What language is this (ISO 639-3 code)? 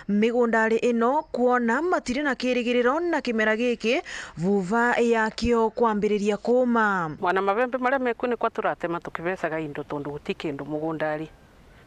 mer